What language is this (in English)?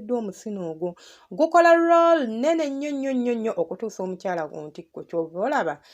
Ganda